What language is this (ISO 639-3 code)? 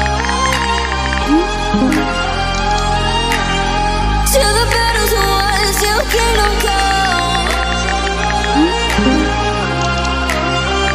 eng